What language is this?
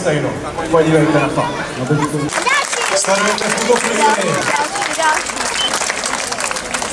Czech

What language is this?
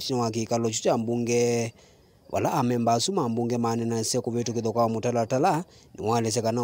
Kamba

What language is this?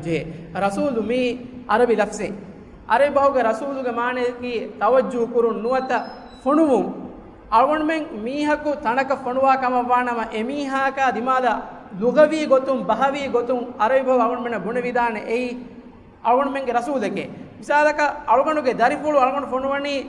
Divehi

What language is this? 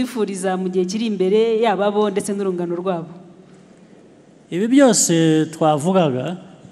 Kinyarwanda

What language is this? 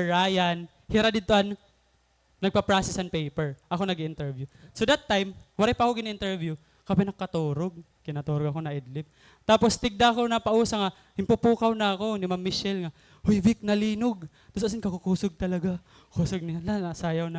Waray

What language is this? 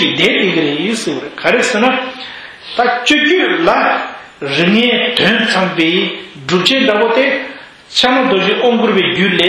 Tibetan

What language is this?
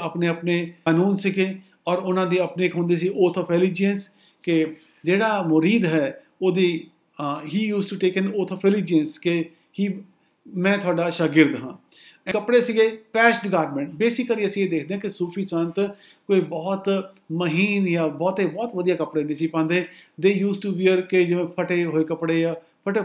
Punjabi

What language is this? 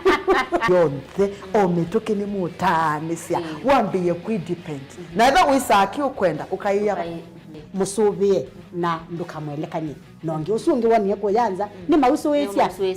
Kamba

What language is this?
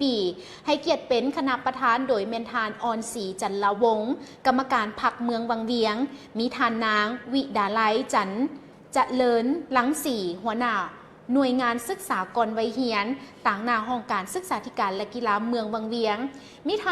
Lao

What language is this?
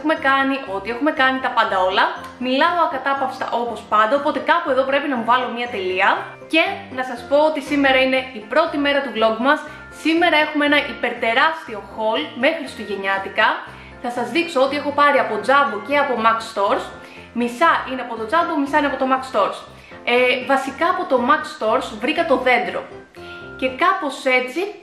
Greek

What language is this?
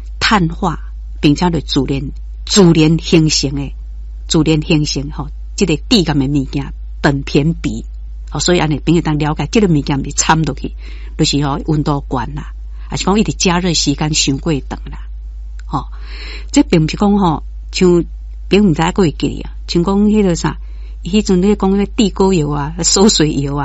Min Nan Chinese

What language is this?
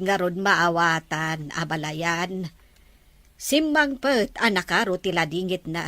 Iloko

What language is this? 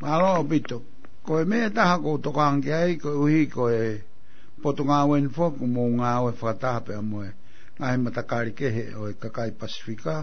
Tongan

